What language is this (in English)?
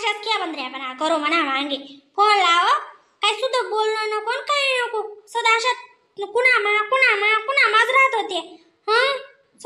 Khandesi